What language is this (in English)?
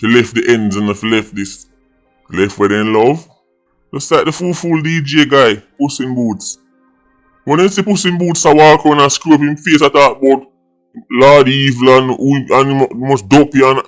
Jamaican Creole English